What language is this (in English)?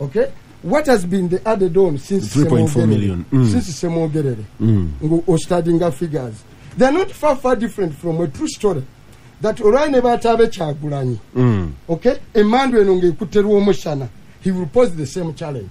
Ganda